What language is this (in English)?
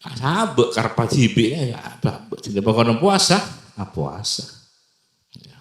Madurese